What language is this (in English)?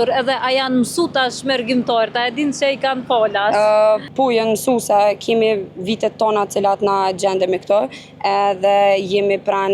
Albanian